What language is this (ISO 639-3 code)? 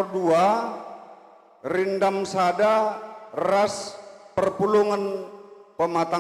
btx